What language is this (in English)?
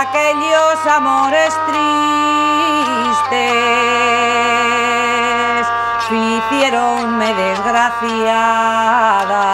Asturian